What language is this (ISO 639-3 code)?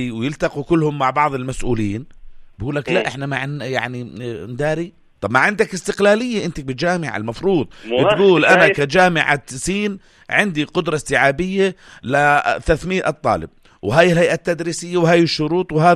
apc